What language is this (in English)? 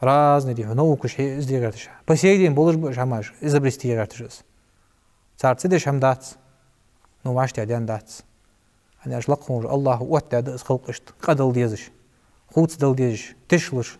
Ingush